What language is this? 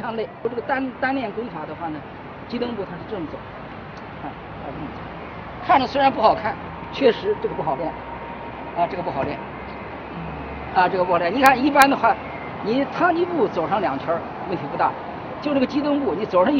Chinese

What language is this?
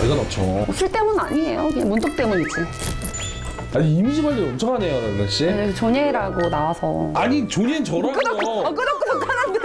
Korean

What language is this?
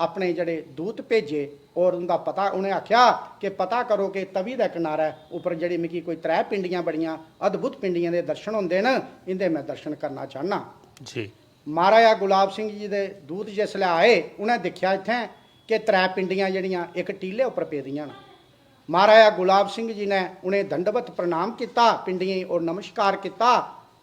Dogri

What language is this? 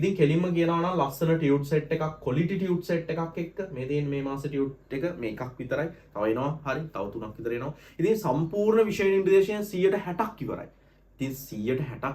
Sinhala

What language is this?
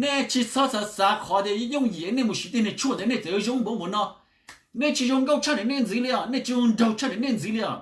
Hmong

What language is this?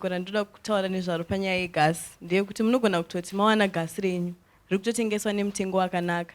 Shona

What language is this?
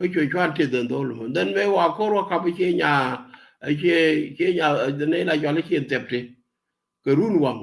Nuer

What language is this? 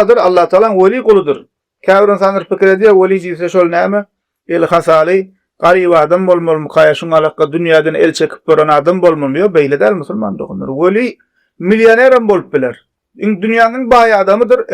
Turkmen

